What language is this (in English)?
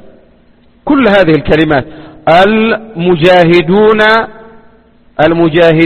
Arabic